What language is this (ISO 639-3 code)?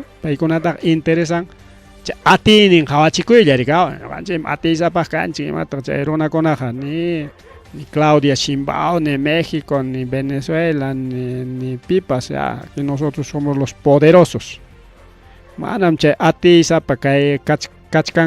quy